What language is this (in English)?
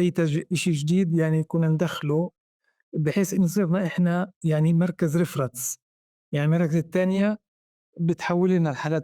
North Levantine Arabic